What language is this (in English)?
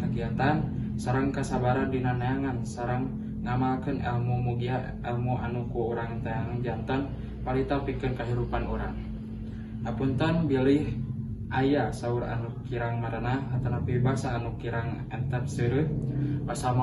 Sundanese